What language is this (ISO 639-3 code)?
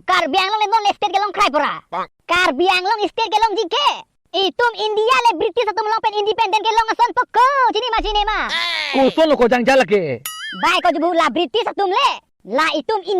mjw